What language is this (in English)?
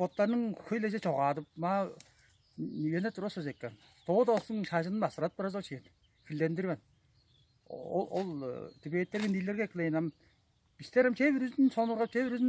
Tuvinian